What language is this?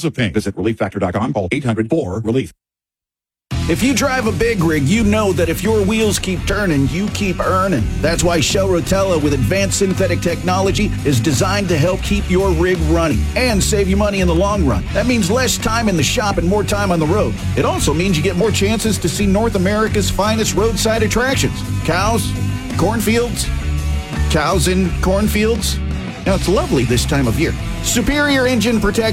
English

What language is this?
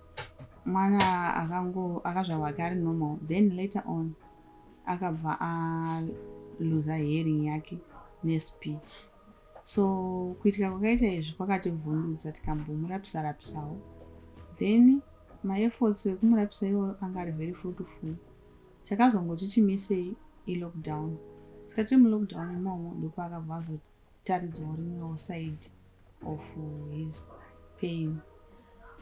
Shona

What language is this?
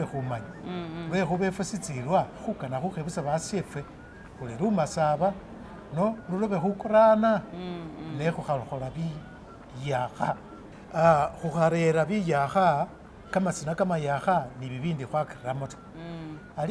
Masaaba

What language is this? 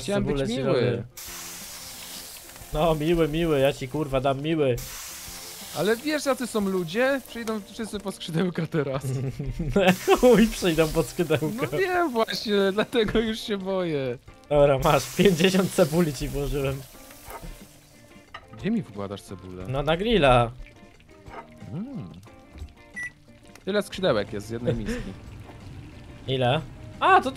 Polish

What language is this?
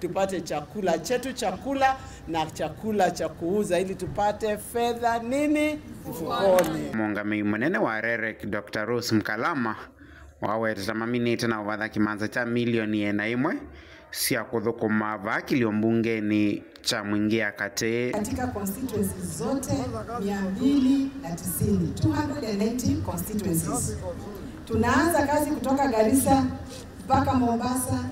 Kamba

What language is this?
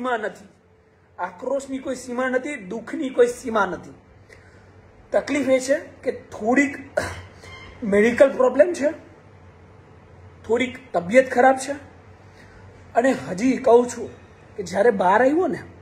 Gujarati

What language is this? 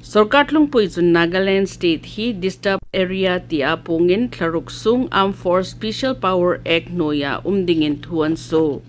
Hmar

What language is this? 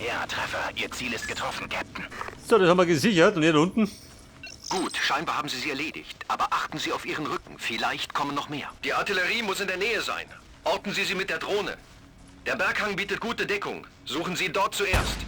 Bavarian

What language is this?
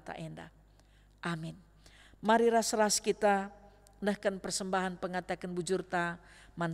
Batak Karo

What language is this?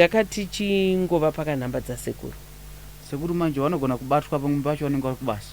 Shona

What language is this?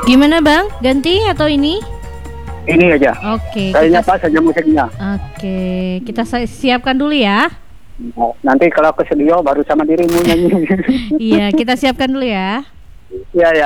Indonesian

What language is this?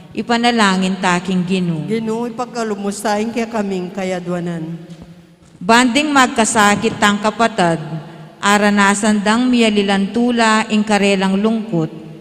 Pampanga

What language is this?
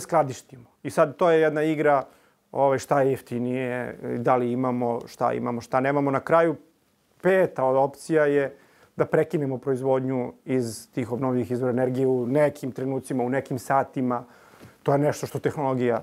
Serbian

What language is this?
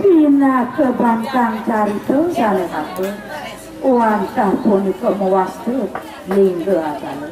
Balinese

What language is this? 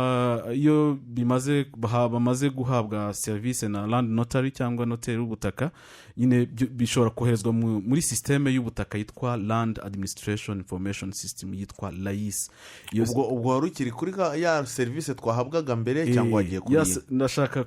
Kinyarwanda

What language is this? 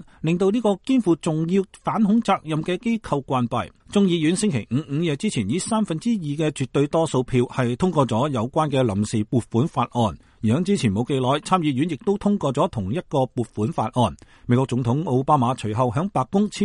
Cantonese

